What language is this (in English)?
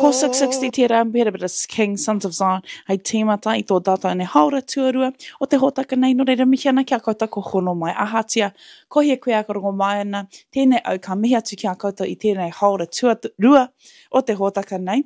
Māori